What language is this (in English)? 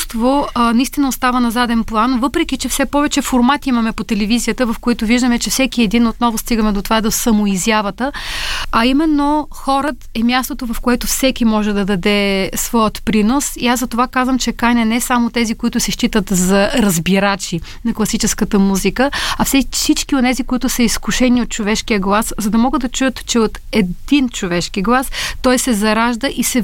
Bulgarian